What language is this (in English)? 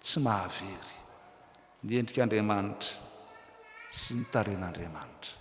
Malagasy